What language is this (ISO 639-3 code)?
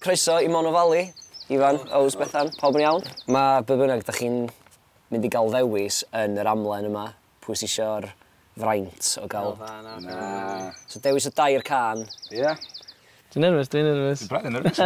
cym